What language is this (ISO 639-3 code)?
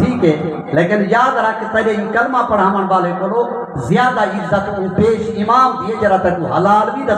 skr